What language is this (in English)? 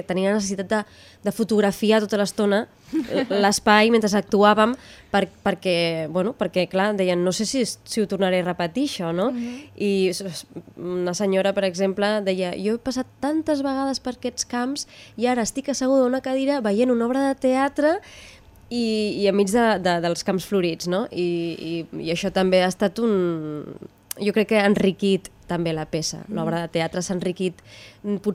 Catalan